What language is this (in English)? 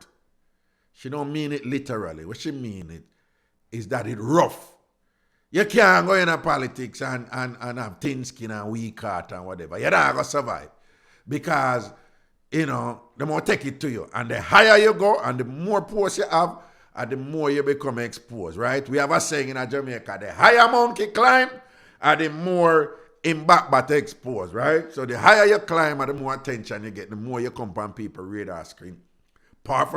Jamaican Creole English